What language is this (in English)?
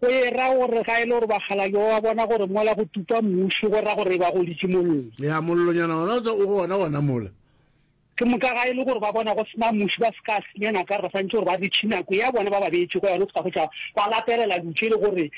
Northern Sotho